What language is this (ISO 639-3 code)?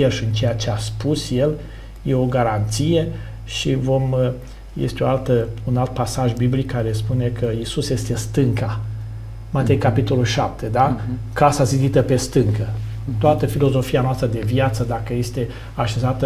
ron